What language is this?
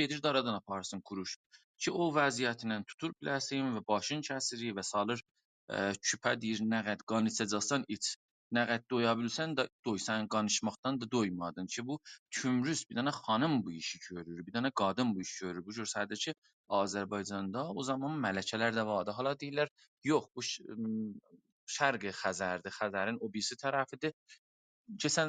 South Azerbaijani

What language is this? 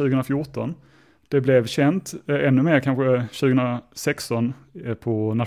Swedish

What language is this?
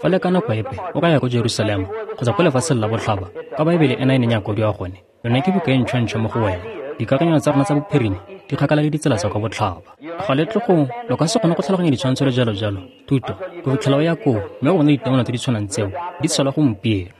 Tswana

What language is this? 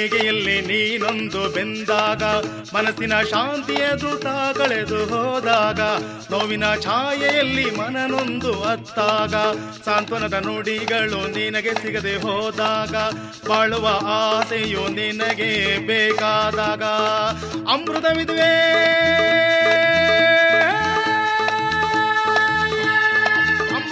Kannada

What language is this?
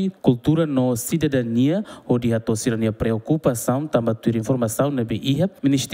Tetum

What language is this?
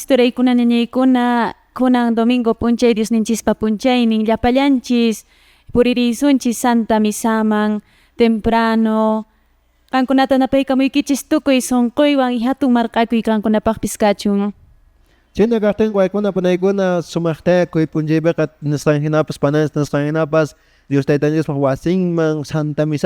Quechua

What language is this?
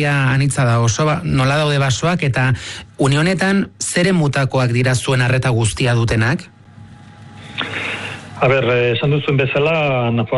Basque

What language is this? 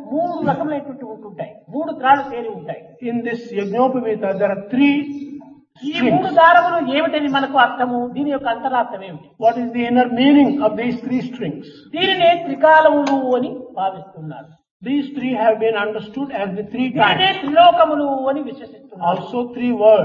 Telugu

